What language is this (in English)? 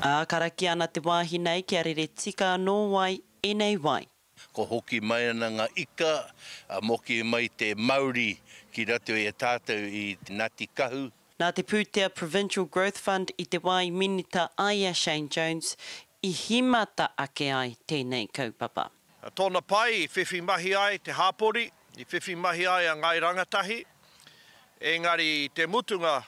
Māori